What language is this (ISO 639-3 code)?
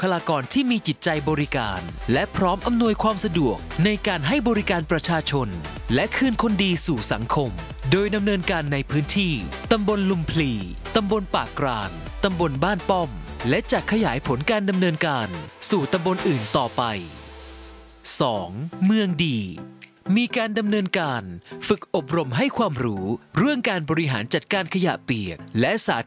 tha